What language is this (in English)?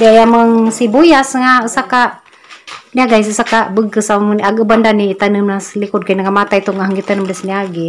Cebuano